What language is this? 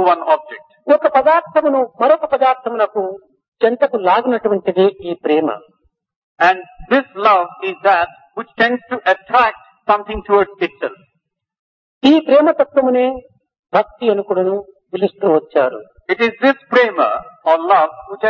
Telugu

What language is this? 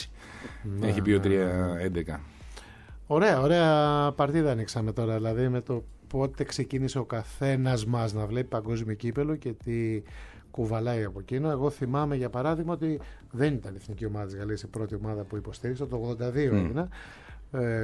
Greek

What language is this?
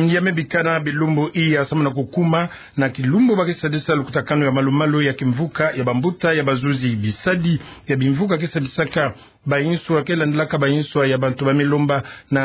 Kituba (Democratic Republic of Congo)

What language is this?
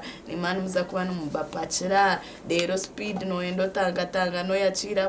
Nyankole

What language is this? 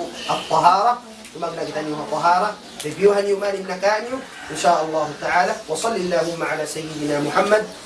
Tausug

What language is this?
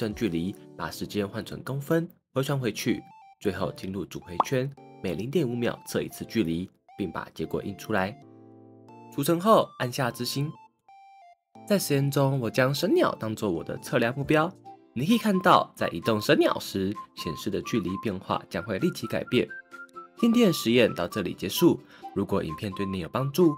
Chinese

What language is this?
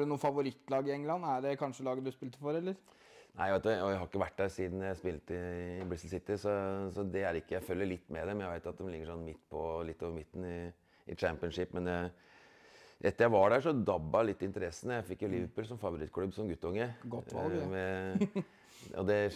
Norwegian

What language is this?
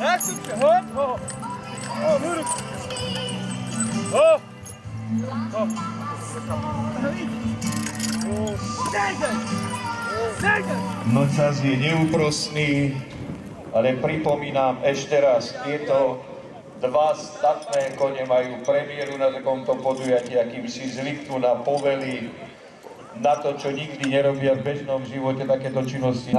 Slovak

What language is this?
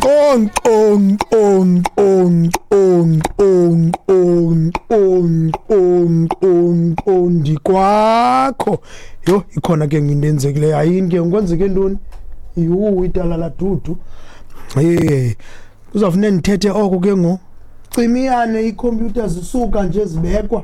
Xhosa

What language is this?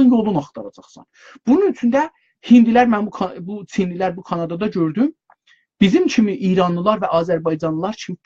South Azerbaijani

